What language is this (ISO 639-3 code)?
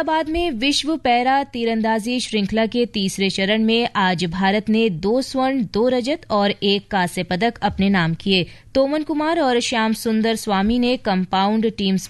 hin